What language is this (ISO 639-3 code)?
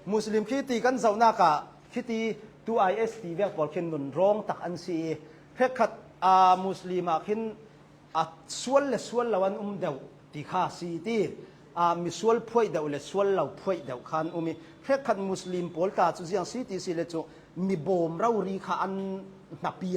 cnh